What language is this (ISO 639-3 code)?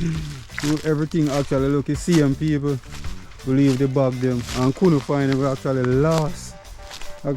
jam